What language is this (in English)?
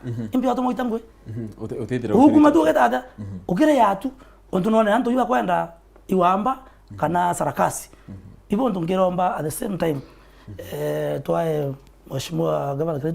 Meru